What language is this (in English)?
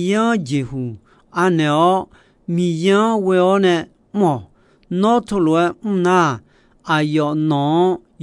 Akha